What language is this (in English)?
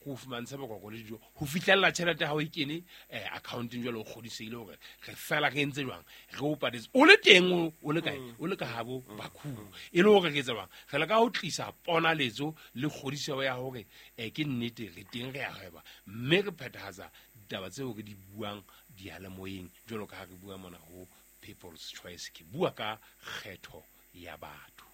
Southern Sotho